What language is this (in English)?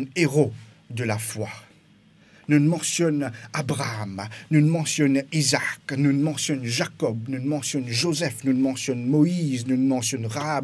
Morisyen